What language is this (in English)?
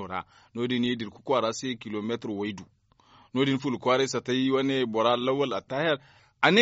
Zarma